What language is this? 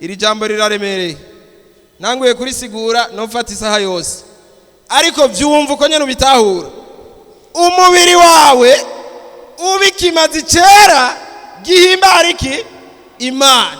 Rundi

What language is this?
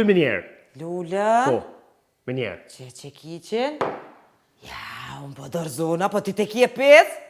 Albanian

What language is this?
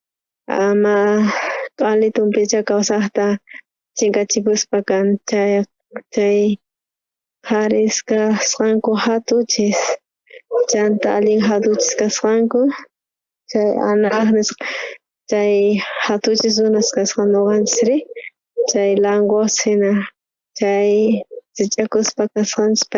South Bolivian Quechua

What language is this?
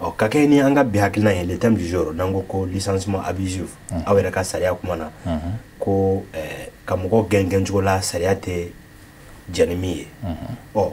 Bambara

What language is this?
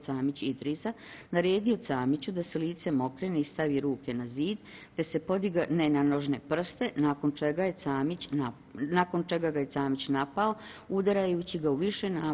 Bosnian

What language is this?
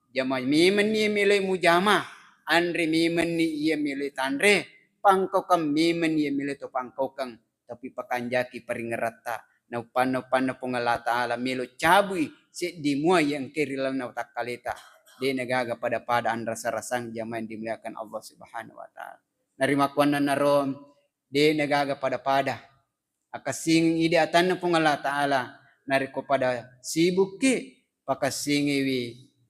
Buginese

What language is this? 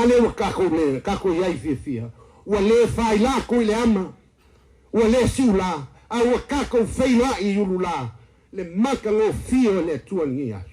Samoan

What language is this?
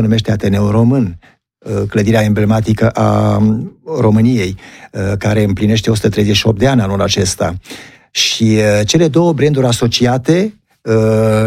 Romanian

